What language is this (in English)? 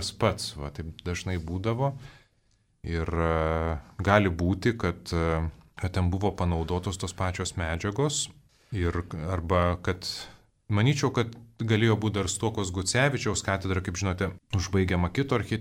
Lithuanian